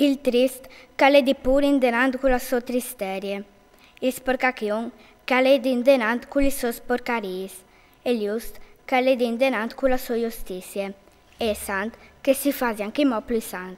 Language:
Friulian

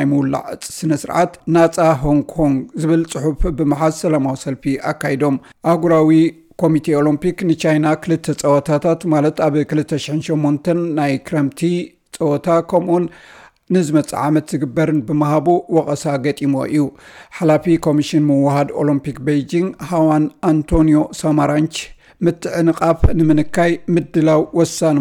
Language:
Tigrinya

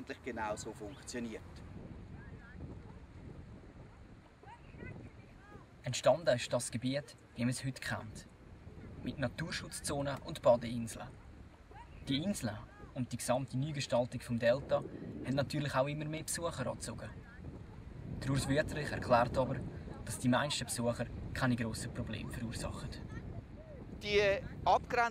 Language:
German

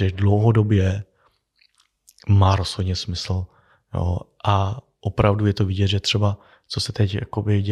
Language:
Czech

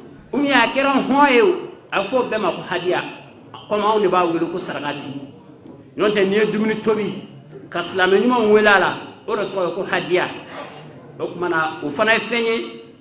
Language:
Bambara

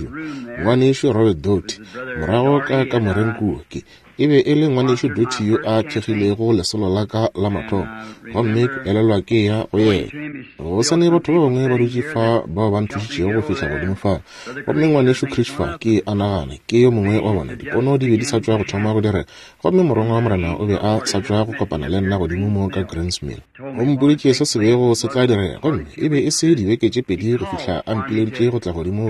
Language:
Northern Sotho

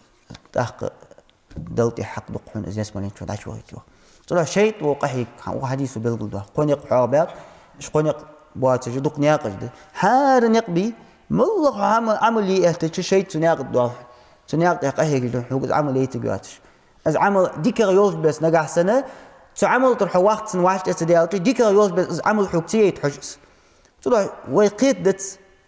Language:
Ingush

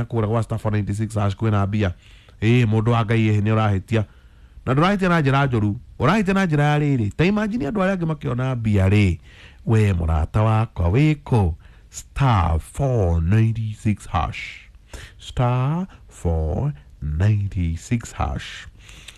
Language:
Kikuyu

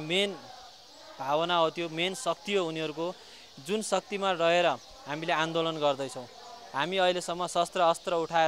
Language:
Nepali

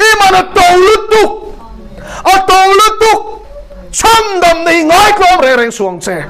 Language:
Mizo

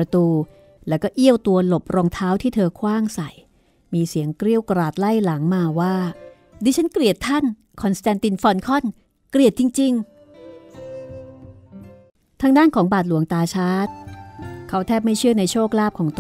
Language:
Thai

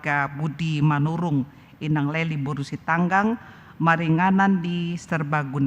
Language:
Batak Toba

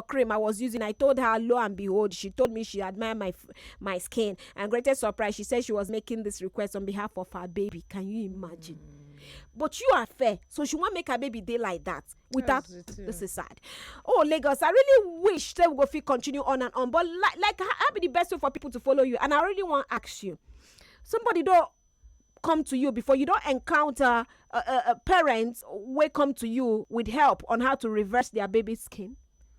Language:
Nigerian Pidgin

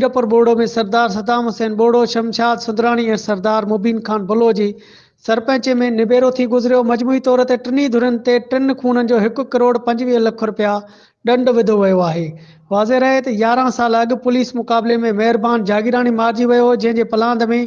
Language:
Sindhi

